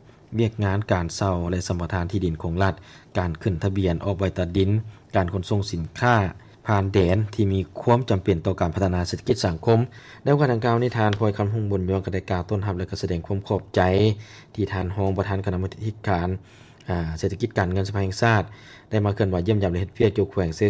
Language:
Lao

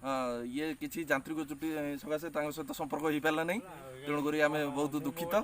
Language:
Odia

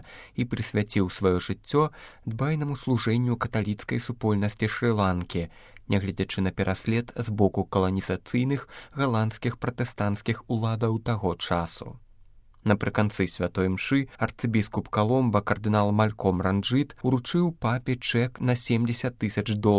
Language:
Belarusian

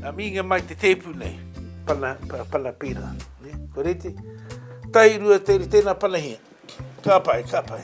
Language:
Māori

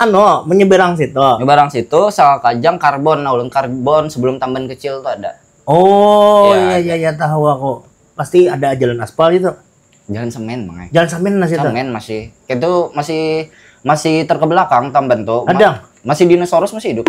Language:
Banjar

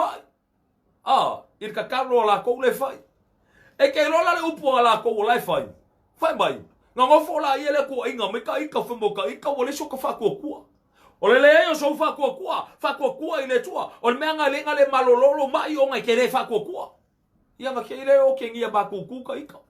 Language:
Samoan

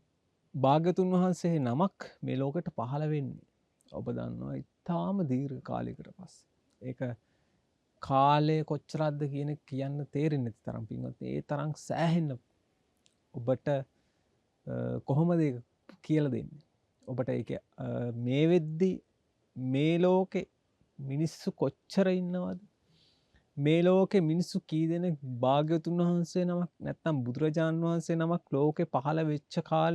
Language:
Sinhala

